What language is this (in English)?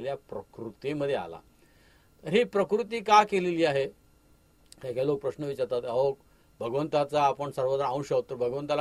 Marathi